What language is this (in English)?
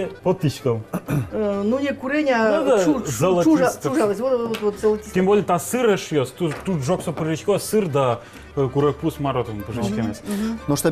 Udmurt